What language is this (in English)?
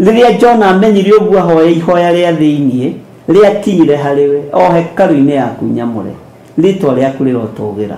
Kikuyu